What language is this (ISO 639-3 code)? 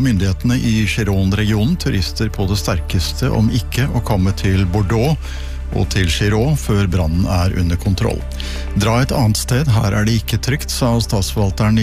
nor